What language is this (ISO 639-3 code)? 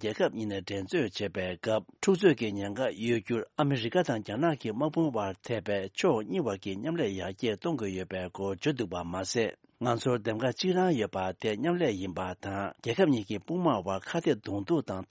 bod